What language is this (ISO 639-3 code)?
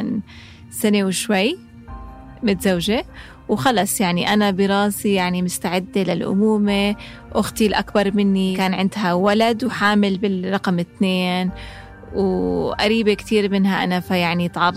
apc